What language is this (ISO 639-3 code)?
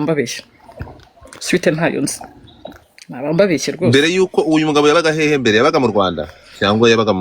kin